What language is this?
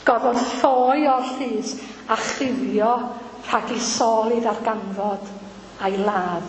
Welsh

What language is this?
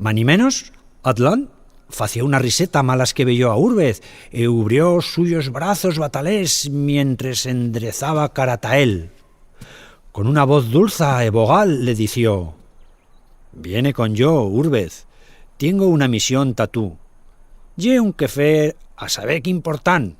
Aragonese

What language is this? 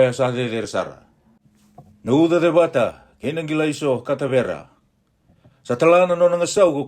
Fijian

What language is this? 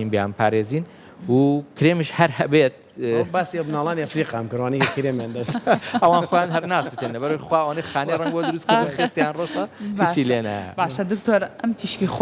Central Kurdish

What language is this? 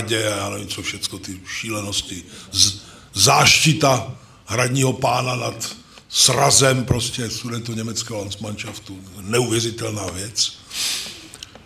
Czech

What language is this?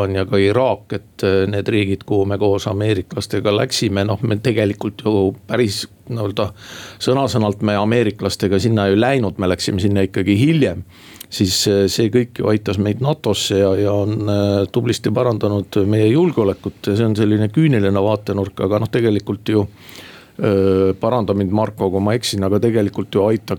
Estonian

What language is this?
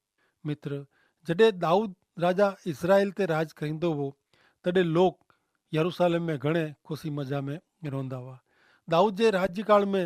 Kachhi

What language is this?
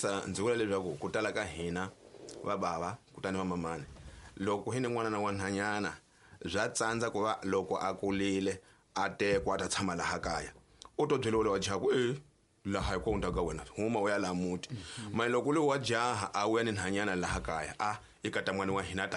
Tsonga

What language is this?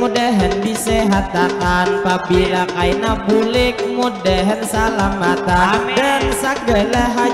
Banjar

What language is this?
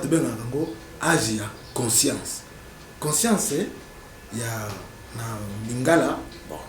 Lingala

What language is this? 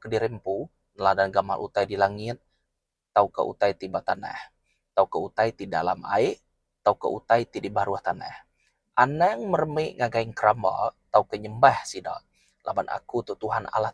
Iban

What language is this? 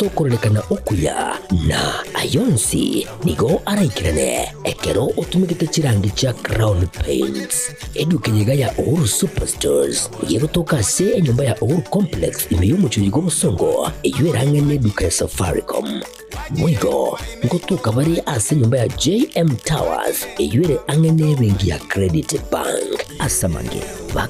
Gusii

